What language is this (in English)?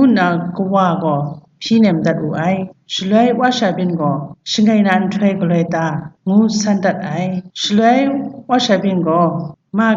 Kachin